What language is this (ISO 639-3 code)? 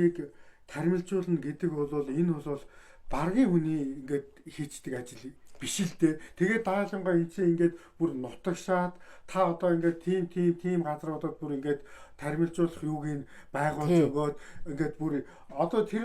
mon